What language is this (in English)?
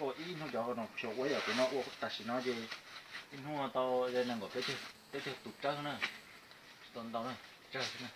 Hmong